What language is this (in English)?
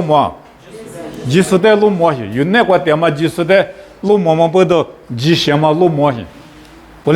Lisu